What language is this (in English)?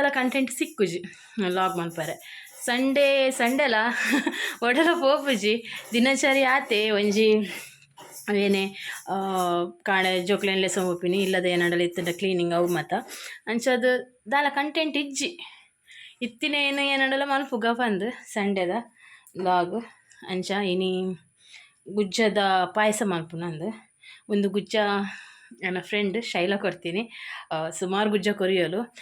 Tulu